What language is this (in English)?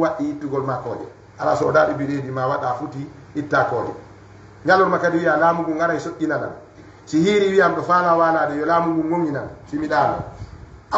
Fula